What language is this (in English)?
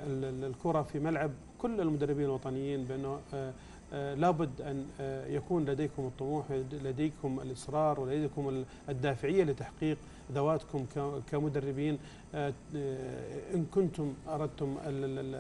Arabic